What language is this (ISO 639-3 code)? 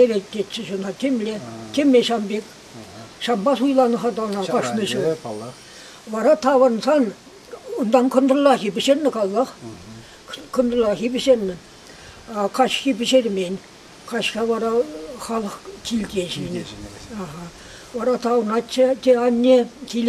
chv